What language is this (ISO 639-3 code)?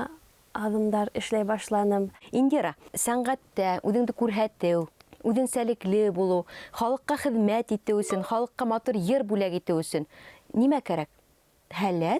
bak